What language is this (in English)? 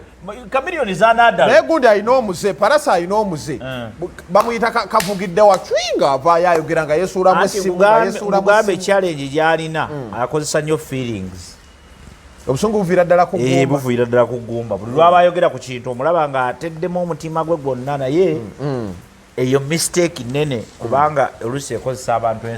Ganda